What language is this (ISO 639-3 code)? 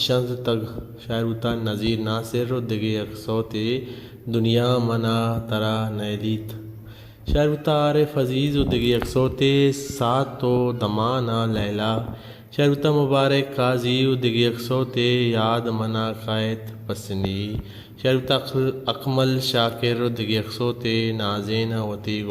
bal